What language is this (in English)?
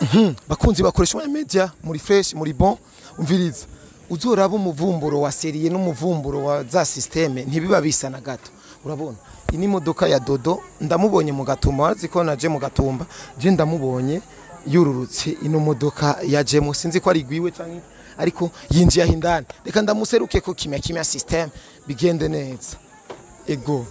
Rundi